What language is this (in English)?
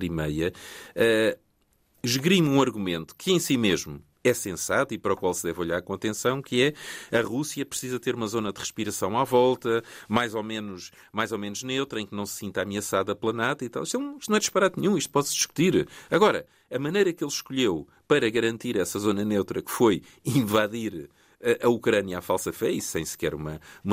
Portuguese